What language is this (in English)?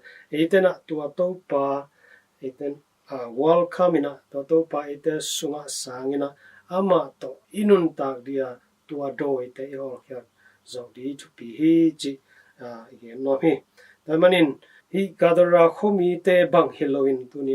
Tedim Chin